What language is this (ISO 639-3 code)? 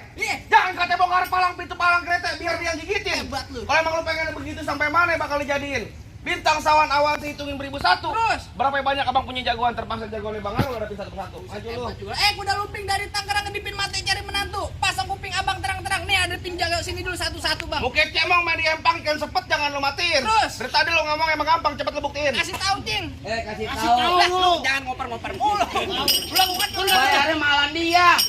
bew